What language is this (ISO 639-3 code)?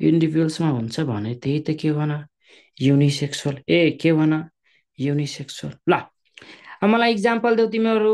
nep